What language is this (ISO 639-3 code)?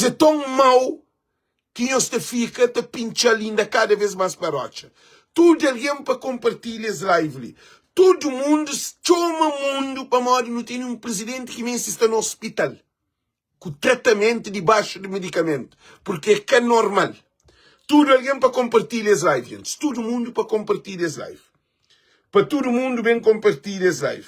kea